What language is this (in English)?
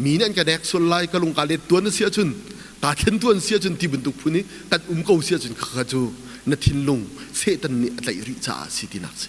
Hakha Chin